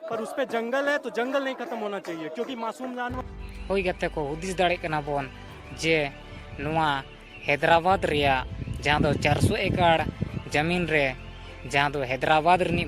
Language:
Santali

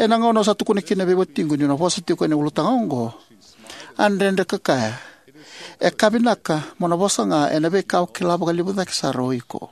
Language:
Fijian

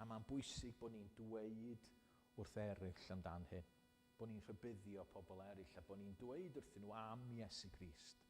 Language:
Welsh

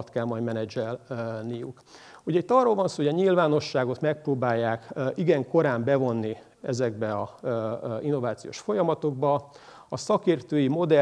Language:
Hungarian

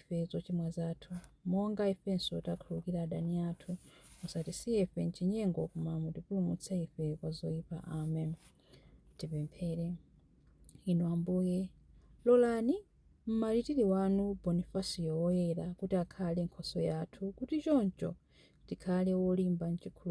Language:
Nyanja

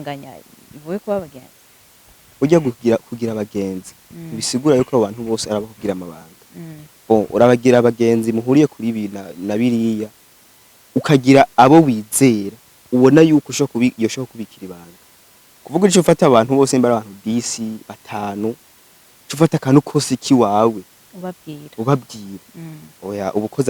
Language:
Rundi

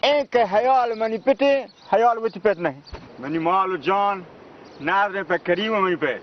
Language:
Baluchi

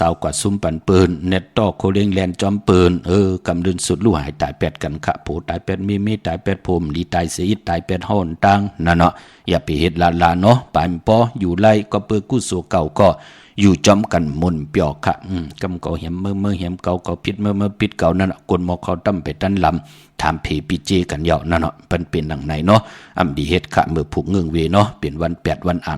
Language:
Shan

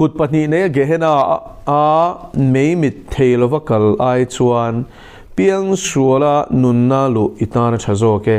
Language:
Mizo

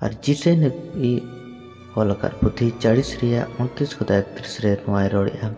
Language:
Santali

